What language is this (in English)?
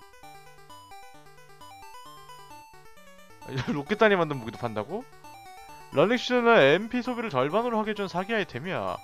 Korean